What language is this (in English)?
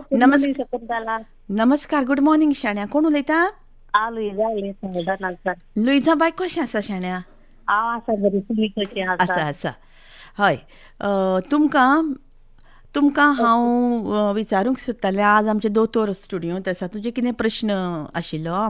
Konkani